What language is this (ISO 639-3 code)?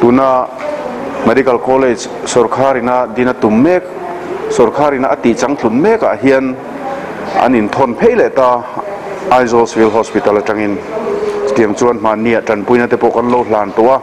lus